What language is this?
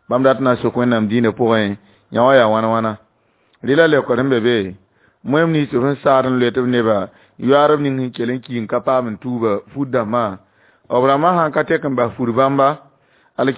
Mossi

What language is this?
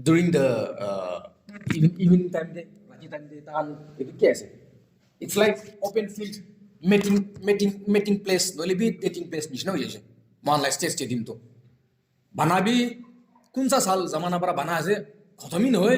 Naga Pidgin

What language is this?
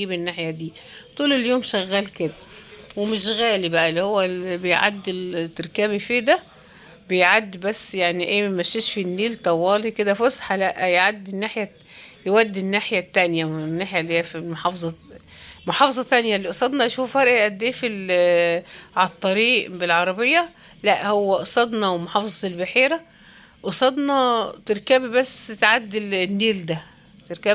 Egyptian Arabic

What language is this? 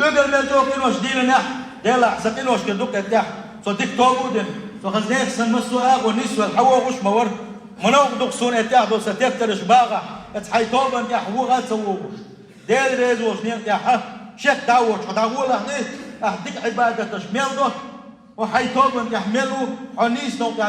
Chechen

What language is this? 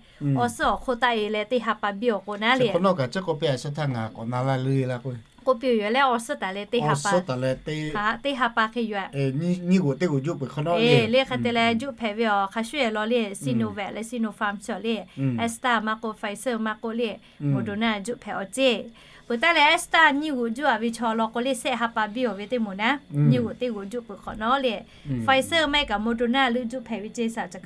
Lahu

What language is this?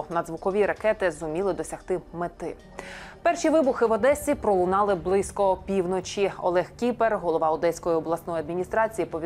Ukrainian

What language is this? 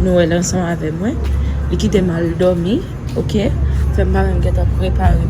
Haitian Creole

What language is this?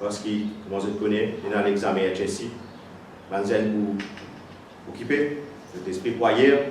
Morisyen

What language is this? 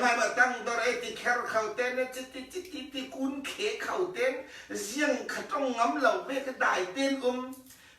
Falam Chin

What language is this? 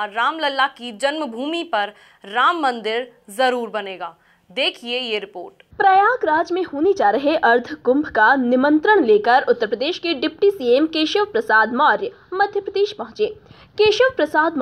Hindi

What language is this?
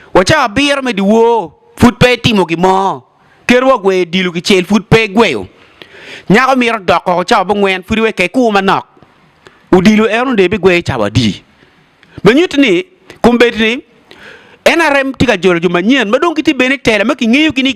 Acoli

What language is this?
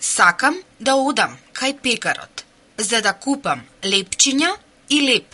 Macedonian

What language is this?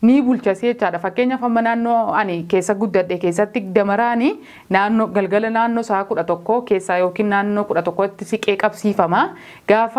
Oromo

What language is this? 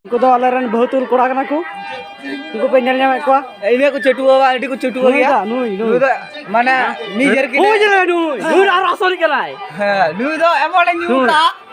Santali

